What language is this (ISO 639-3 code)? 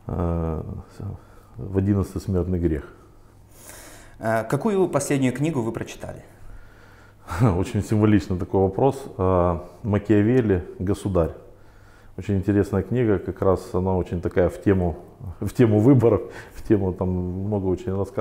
rus